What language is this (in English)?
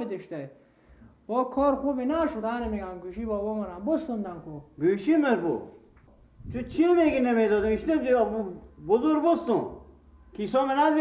Persian